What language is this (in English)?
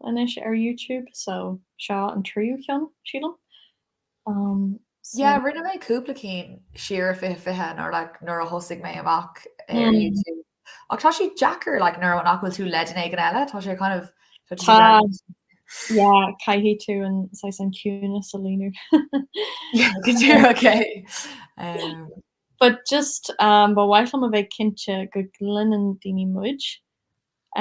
Irish